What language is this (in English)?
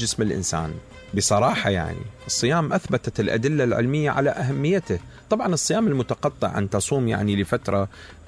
Mesopotamian Arabic